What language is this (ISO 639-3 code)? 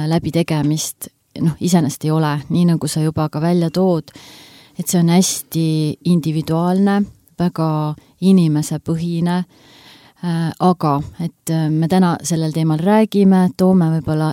est